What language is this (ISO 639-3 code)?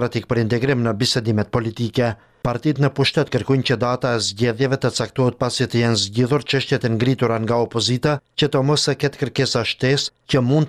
sqi